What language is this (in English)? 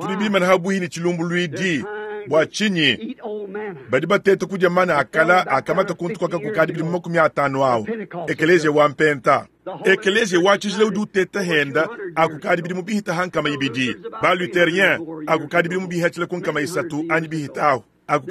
Luba-Lulua